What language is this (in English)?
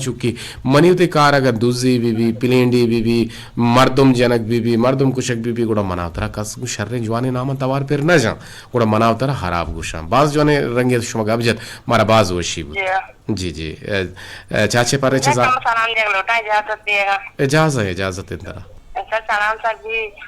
Eastern Balochi